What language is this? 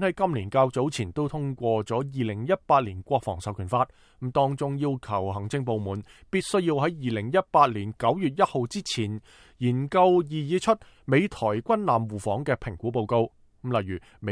Cantonese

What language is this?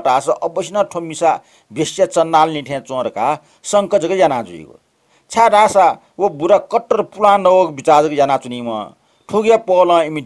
Newari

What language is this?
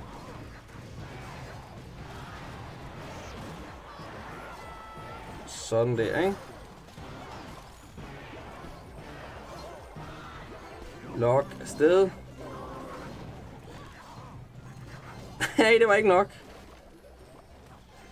Danish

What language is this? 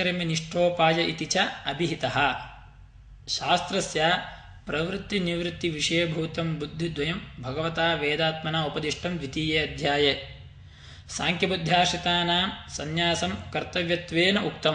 Sanskrit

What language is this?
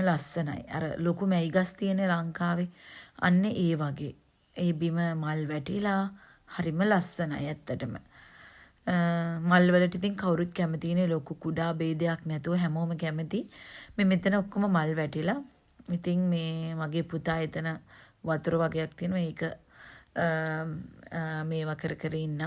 Sinhala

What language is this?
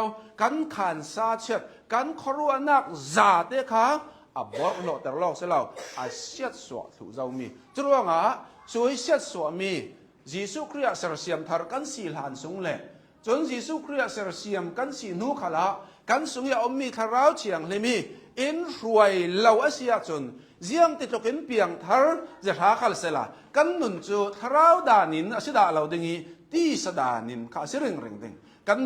Hakha Chin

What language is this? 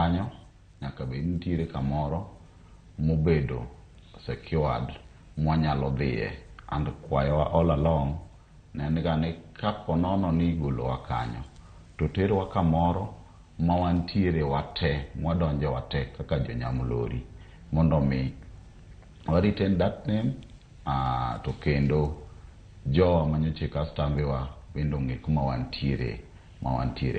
Luo (Kenya and Tanzania)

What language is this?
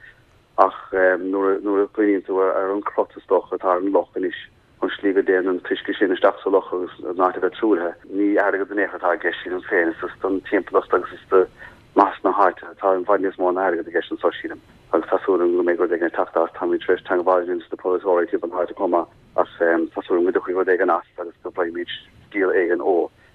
Irish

